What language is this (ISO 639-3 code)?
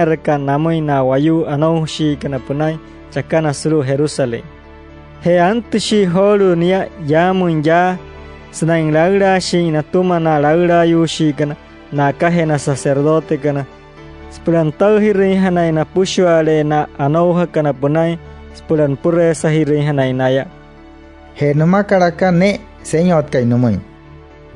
guc